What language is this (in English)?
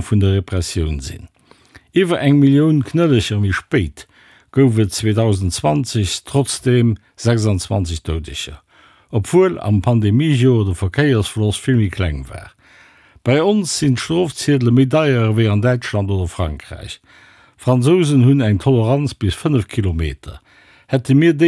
Luxembourgish